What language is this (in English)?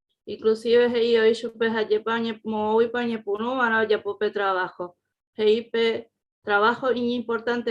Guarani